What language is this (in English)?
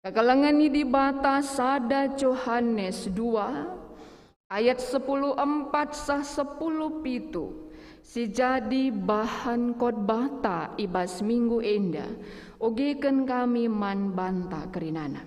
Batak Karo